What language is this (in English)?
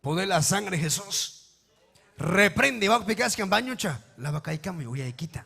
Ayacucho Quechua